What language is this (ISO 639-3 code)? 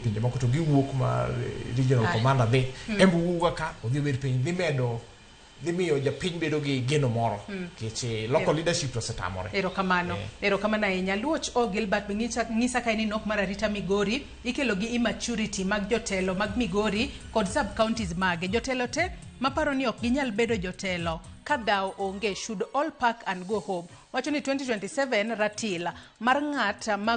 luo